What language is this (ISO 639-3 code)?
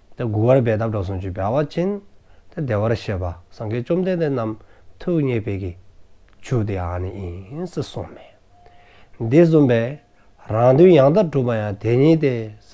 dzo